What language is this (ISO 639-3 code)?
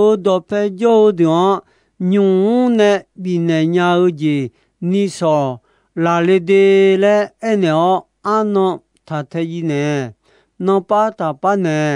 ahk